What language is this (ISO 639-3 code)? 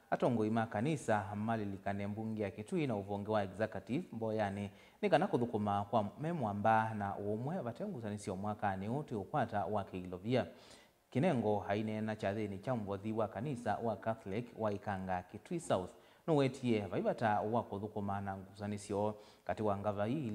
kam